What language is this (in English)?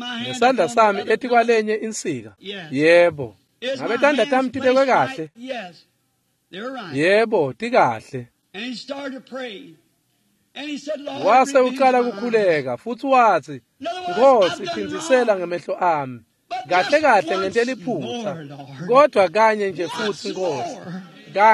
Swati